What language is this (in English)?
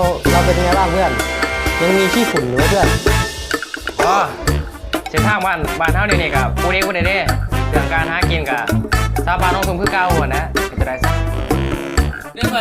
Lao